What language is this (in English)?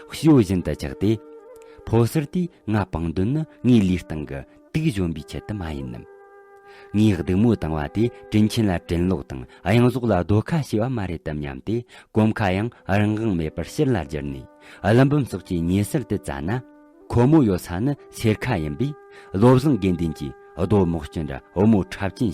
Tibetan